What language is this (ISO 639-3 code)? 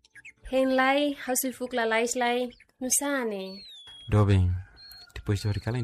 tet